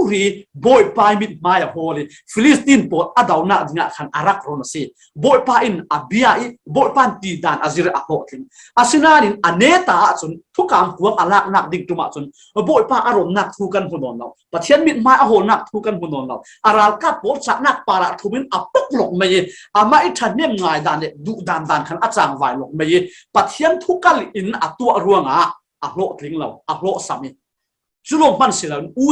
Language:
Falam Chin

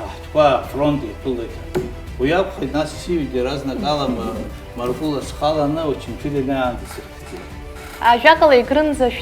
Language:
Abkhazian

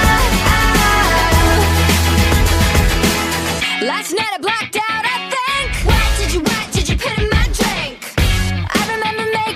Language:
English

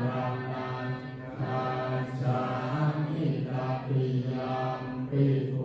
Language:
Pali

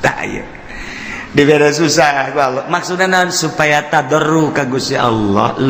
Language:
Sundanese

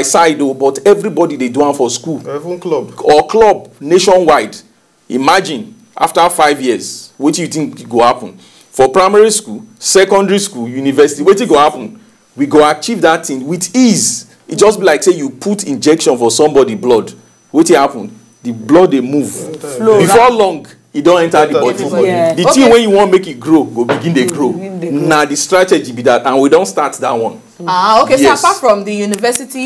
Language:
Nigerian Pidgin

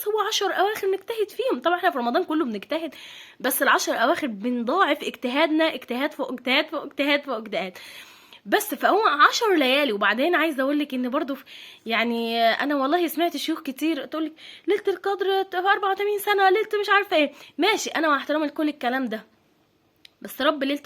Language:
Egyptian Arabic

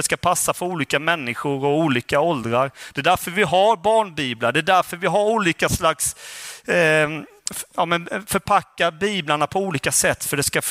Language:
Swedish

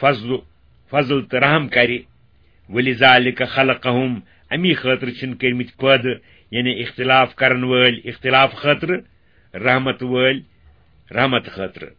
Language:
Kashmiri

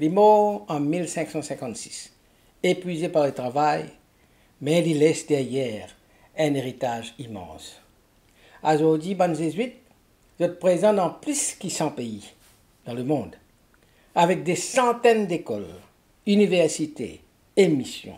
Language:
Morisyen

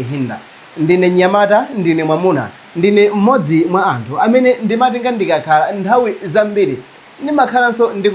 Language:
Nyanja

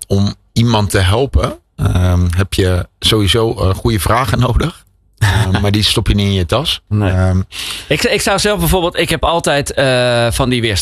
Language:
Dutch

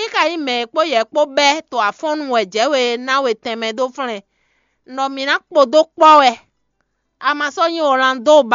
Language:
Fon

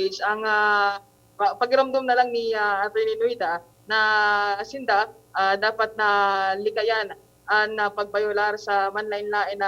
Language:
Bikol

